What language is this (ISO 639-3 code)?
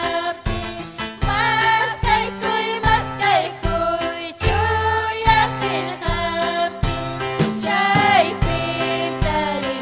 quy